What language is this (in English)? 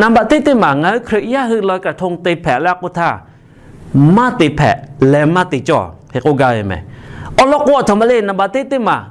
Lahu